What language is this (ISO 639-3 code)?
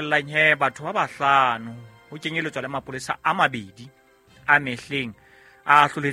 sot